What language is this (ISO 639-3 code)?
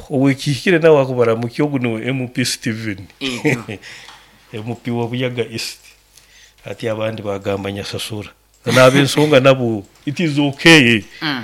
nyo